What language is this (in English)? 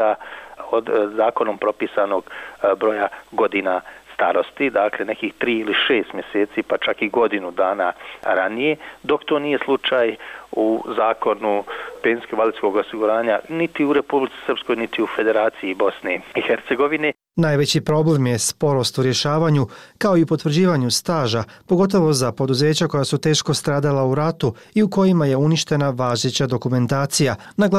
Bosnian